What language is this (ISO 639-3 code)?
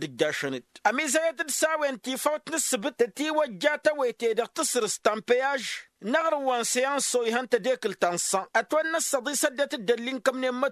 taq